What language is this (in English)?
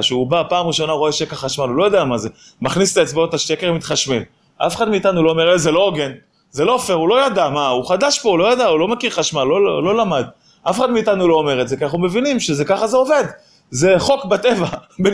Hebrew